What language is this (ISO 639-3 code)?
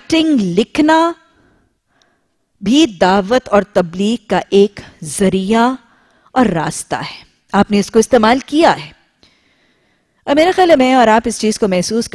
urd